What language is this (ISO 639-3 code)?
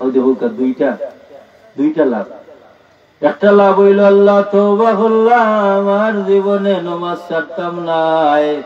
syl